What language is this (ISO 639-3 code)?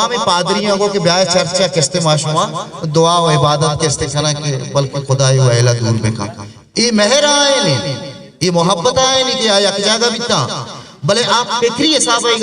bgp